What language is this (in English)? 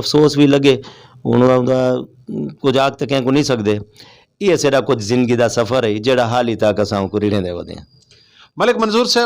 Saraiki